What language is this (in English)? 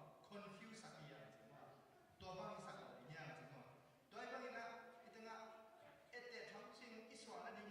Tedim Chin